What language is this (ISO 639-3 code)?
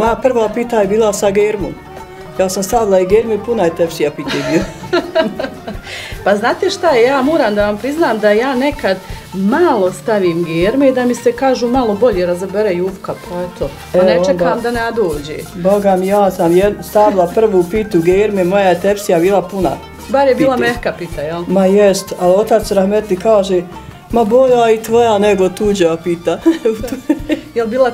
bos